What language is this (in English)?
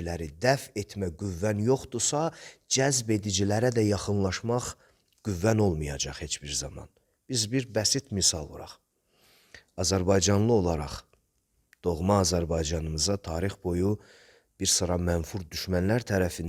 Azerbaijani